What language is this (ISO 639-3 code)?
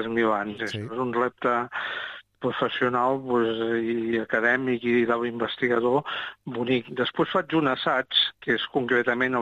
cat